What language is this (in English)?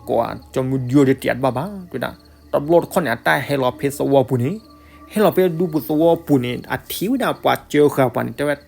S'gaw Karen